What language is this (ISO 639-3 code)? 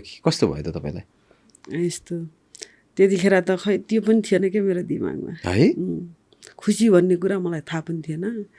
nep